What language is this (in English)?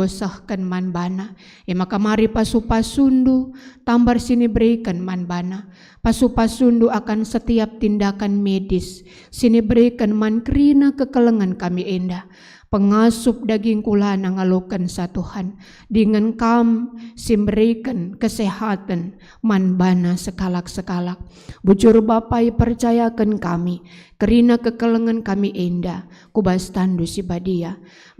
Batak Karo